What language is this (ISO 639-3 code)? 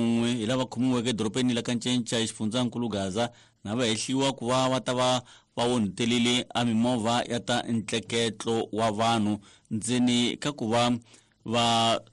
tso